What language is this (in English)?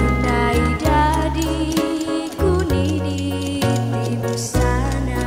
Toraja-Sa'dan